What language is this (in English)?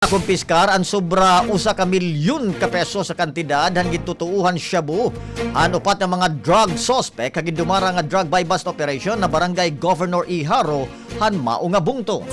Waray